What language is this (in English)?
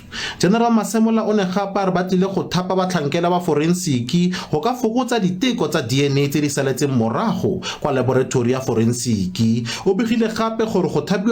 Tswana